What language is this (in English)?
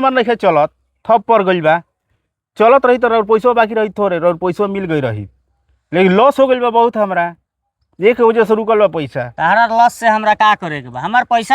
Bhojpuri